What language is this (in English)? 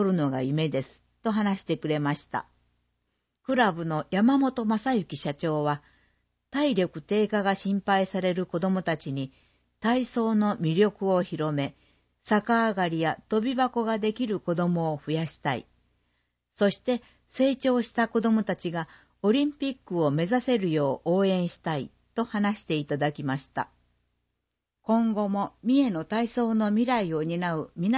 Japanese